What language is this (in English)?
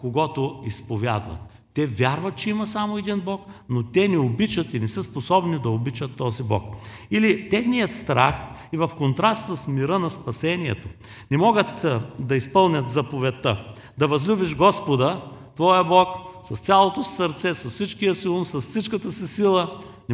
Bulgarian